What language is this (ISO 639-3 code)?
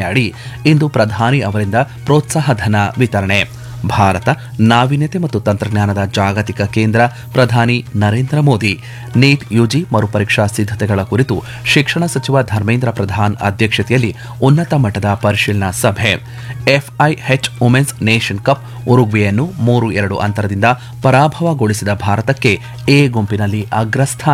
kan